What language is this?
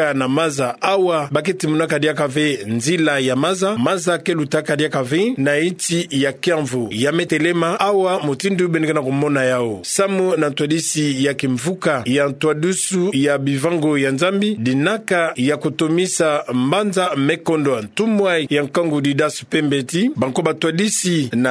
Kituba (Democratic Republic of Congo)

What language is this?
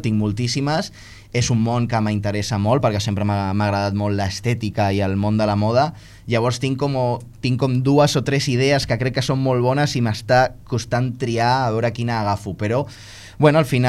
Catalan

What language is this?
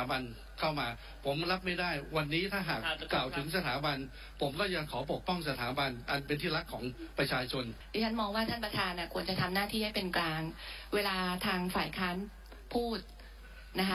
Thai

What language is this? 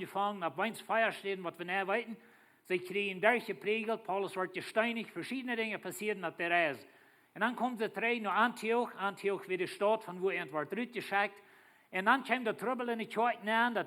Plautdietsch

